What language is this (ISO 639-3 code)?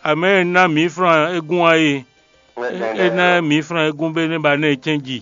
fon